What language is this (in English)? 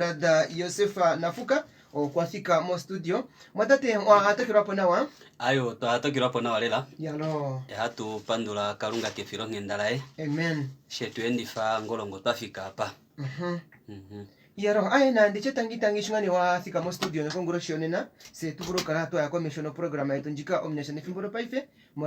Kuanyama